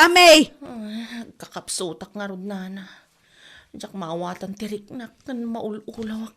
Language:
Iloko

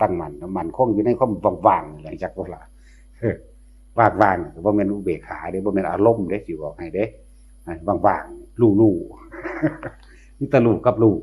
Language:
Northeastern Thai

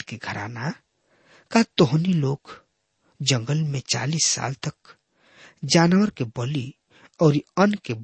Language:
Bhojpuri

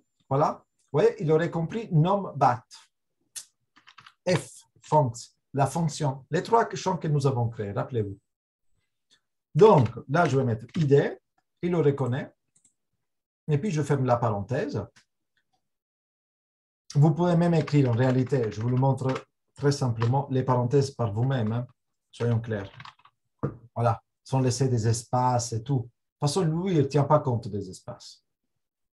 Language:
French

